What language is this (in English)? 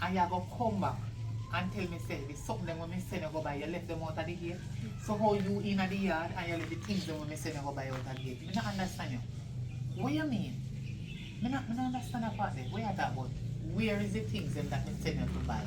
Jamaican Creole English